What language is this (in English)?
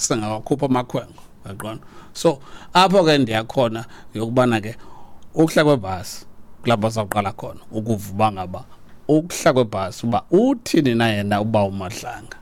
Xhosa